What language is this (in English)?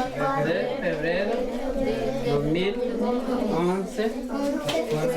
Mbyá Guaraní